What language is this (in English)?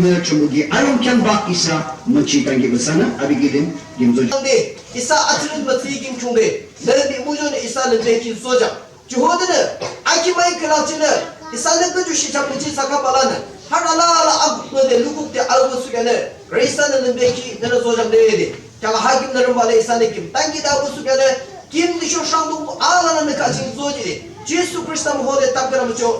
Yimchungru Naga